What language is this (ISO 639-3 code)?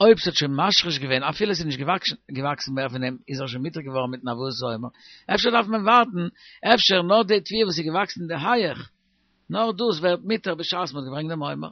yid